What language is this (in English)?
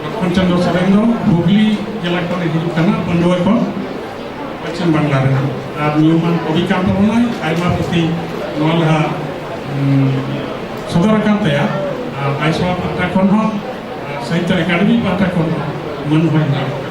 Santali